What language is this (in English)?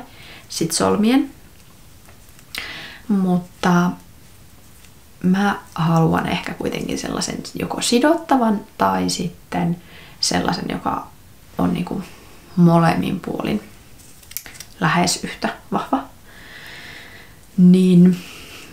Finnish